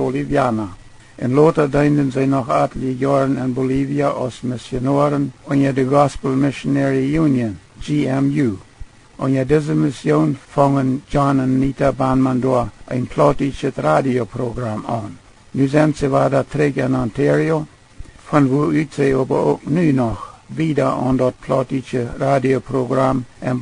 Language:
Plautdietsch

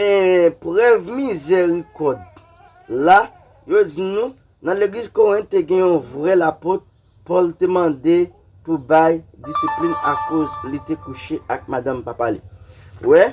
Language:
Haitian Creole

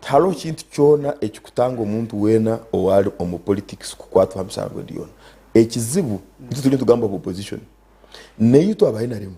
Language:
Nyankole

